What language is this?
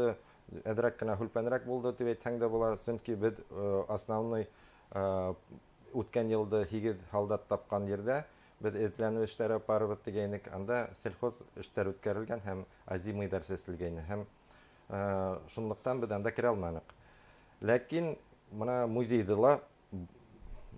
Bashkir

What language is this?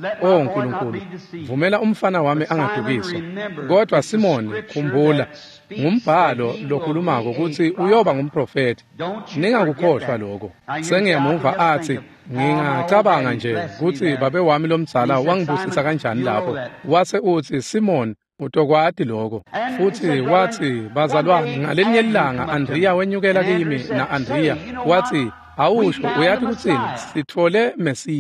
Swati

